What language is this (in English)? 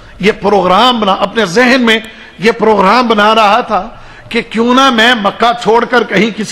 Urdu